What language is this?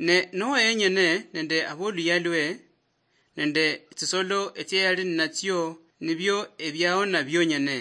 Luyia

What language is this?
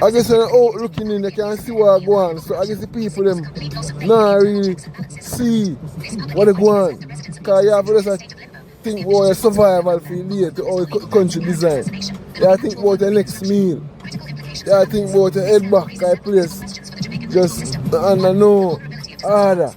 Jamaican Creole English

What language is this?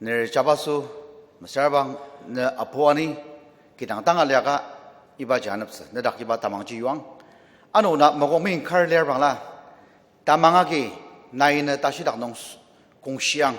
Ao Naga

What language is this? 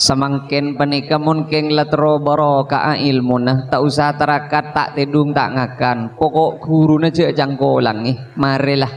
Madurese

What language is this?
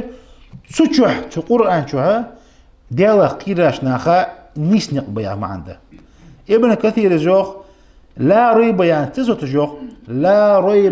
Ingush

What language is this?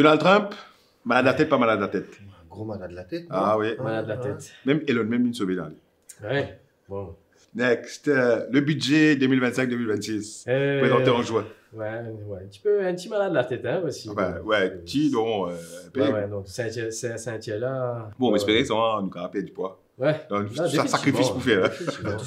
Morisyen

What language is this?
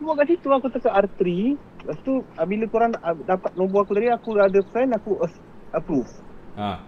Malay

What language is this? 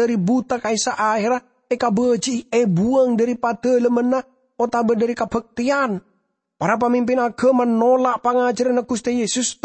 Madurese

